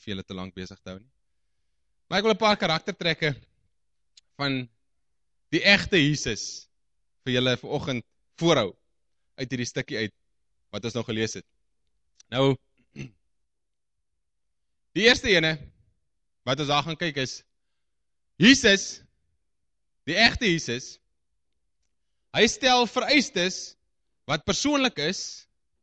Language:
Afrikaans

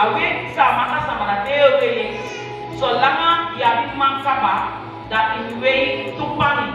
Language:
Saramaccan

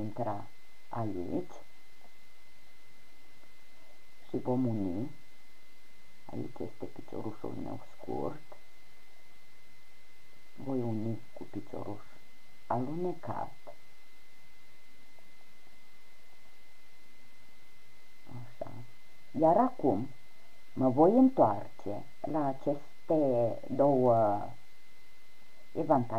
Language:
Romanian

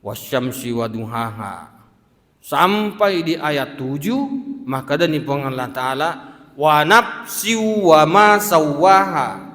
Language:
Buginese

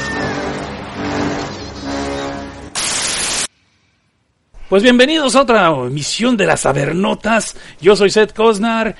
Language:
Spanish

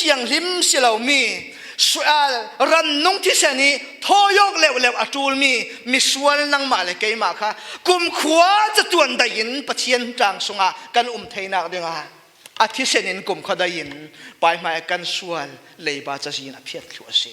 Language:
Falam Chin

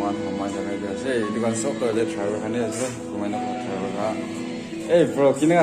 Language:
Naga Pidgin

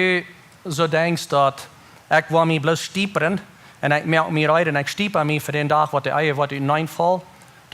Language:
Plautdietsch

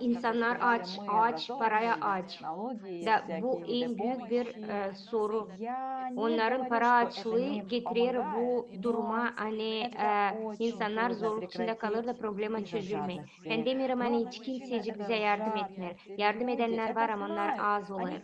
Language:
Gagauz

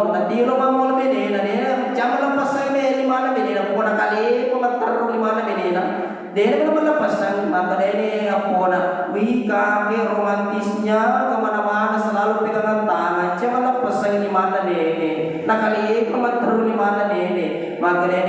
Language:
Buginese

